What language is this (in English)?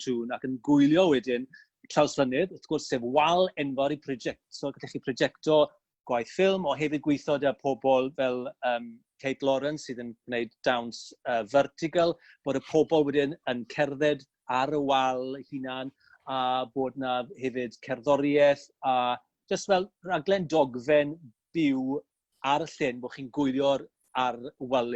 Welsh